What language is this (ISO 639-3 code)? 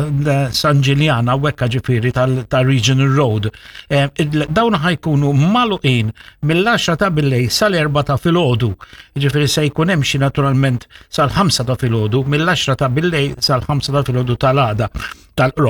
mlt